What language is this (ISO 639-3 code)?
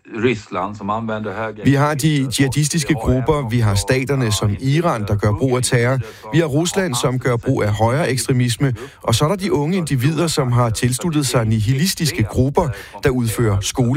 dan